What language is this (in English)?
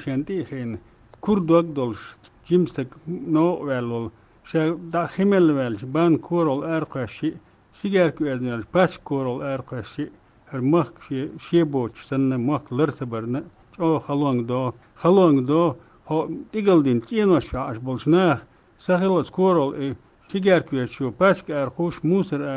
Chechen